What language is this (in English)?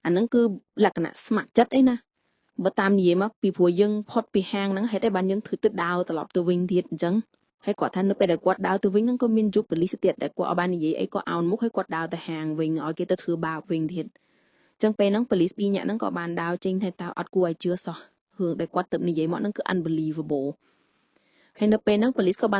Khmer